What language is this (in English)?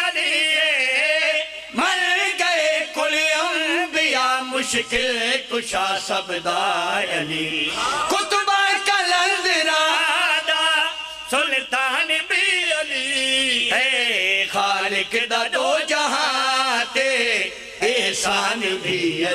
Pahari-Potwari